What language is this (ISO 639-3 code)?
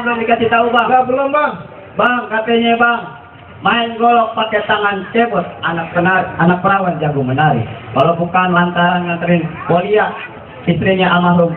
bew